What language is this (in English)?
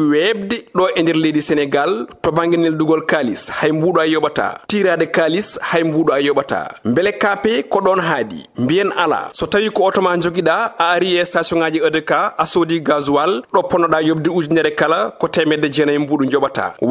Fula